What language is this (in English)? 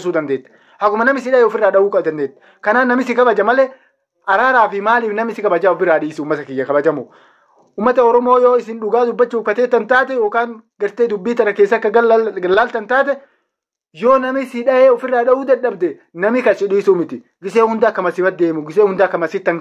Oromo